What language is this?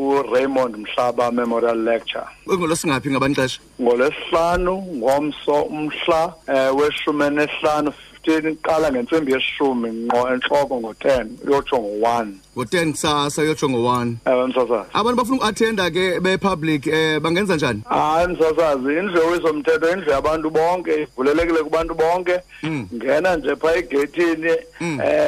Xhosa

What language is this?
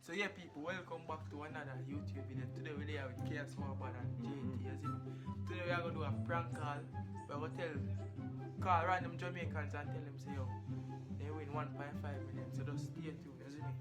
Jamaican Creole English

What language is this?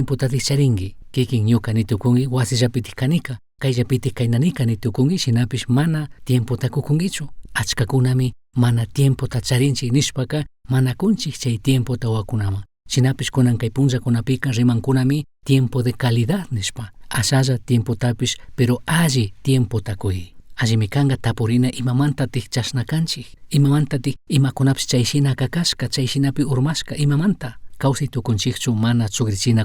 Chimborazo Highland Quichua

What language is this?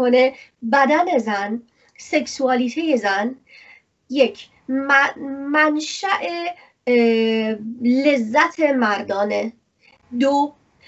Persian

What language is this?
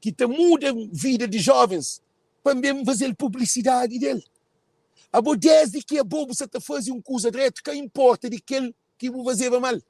Kabuverdianu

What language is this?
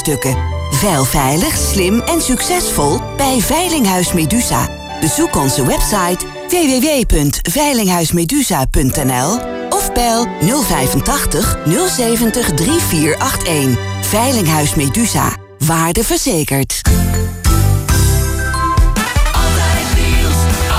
Dutch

